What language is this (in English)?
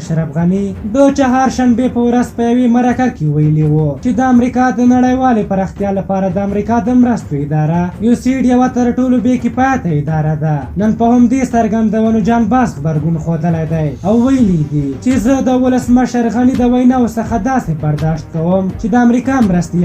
Pashto